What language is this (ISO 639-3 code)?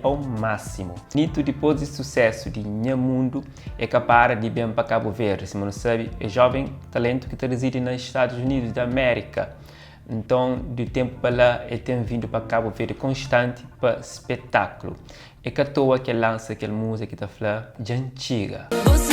kea